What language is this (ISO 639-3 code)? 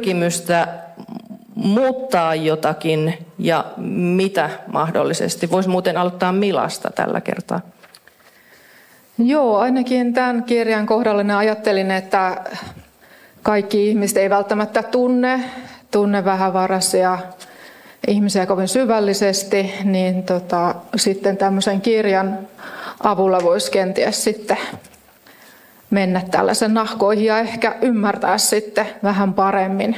fin